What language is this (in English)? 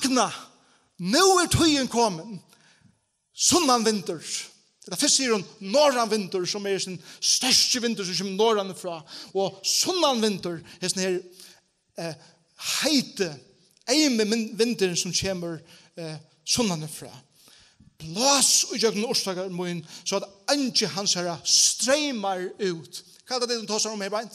Faroese